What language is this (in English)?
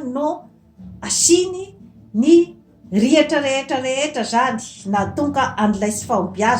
Malagasy